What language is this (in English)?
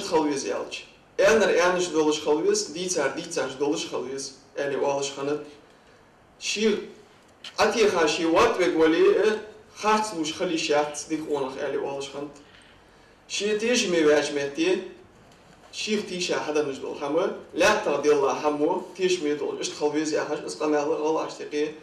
Ingush